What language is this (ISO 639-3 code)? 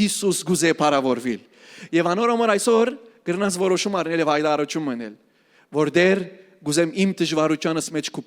hyw